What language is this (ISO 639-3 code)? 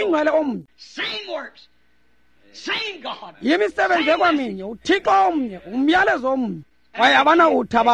xho